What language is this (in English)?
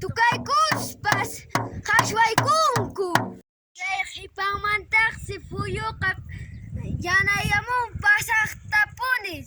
Quechua